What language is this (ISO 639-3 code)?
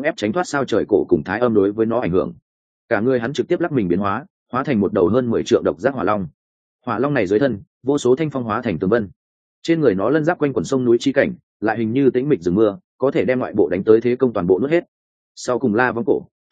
vie